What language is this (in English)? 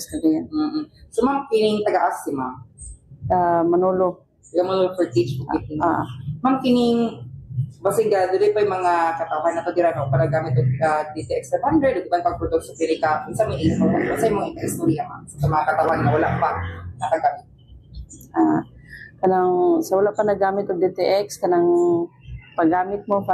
Cebuano